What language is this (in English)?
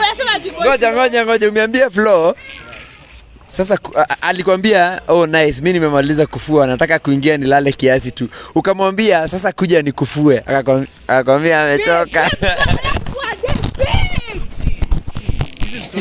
Swahili